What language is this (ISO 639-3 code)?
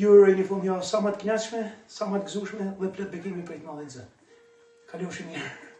sqi